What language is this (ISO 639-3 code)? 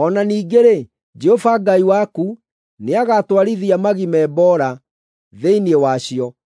kik